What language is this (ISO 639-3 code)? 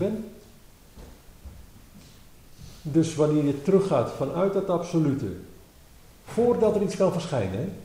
nld